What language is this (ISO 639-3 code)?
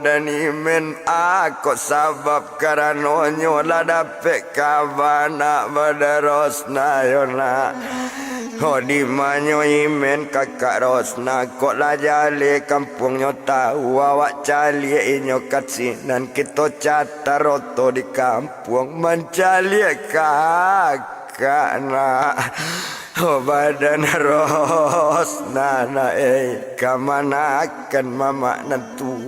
min